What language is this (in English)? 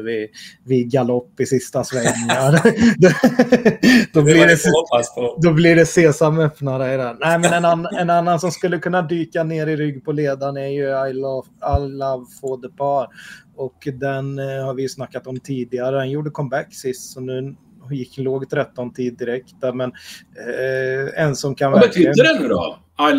Swedish